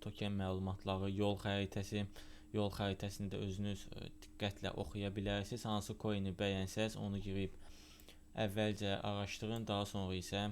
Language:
Azerbaijani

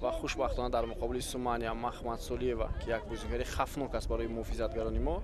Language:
Tajik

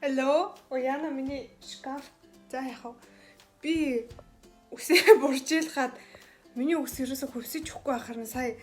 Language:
Mongolian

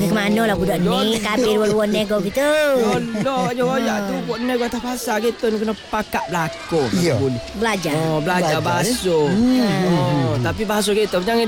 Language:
Malay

